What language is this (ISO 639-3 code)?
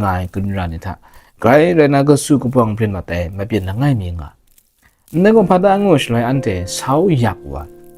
kac